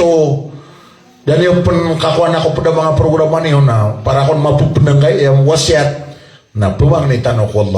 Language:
Maranao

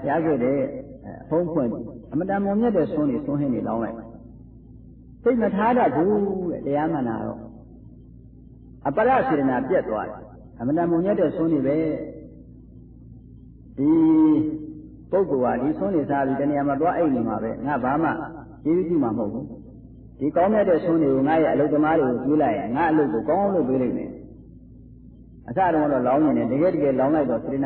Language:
Burmese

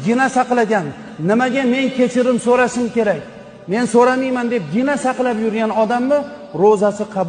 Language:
Uzbek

